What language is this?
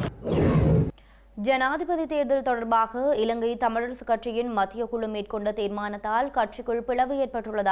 Tamil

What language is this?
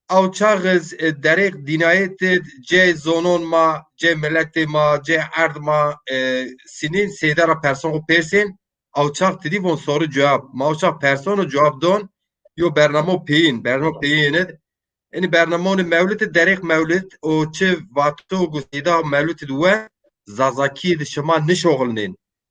Zaza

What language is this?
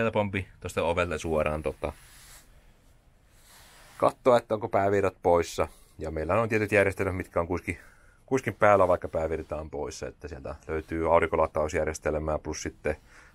Finnish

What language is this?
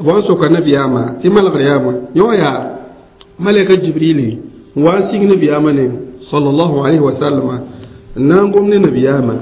Mossi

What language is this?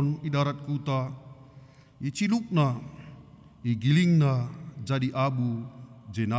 Batak Karo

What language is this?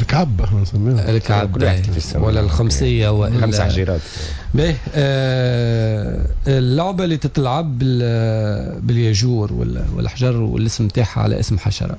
Tunisian Arabic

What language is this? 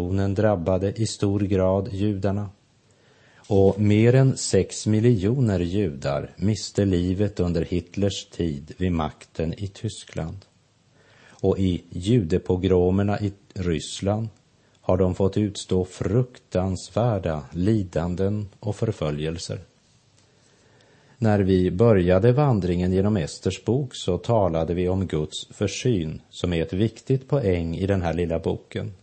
Swedish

